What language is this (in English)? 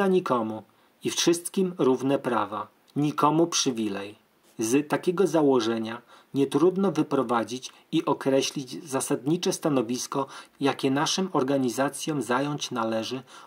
Polish